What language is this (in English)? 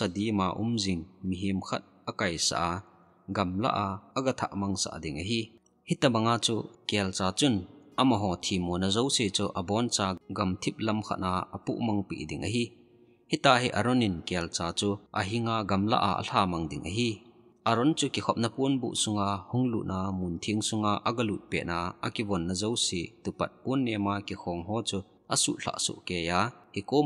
Thado Chin